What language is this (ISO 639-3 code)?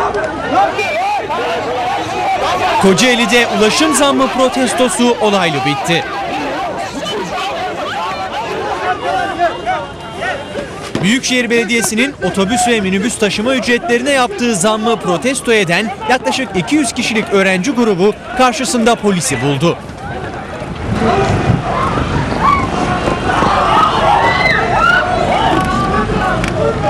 tur